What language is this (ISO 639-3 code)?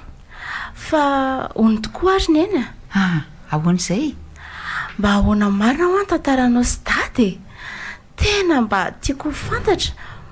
mlg